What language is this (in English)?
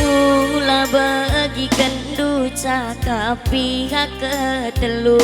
Batak Karo